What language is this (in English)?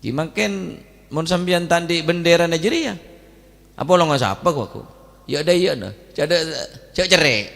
Madurese